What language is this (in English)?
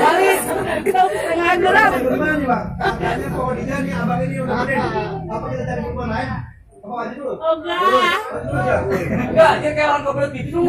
Betawi